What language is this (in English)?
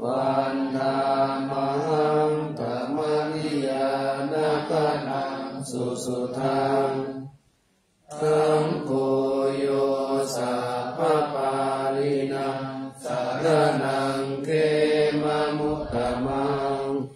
Pali